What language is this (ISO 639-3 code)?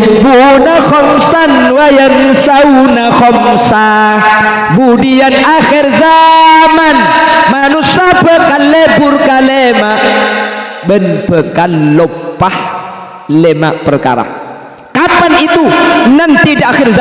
mad